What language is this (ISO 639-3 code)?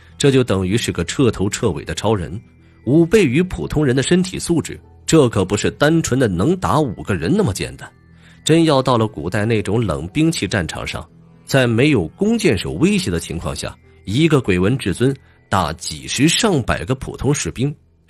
zho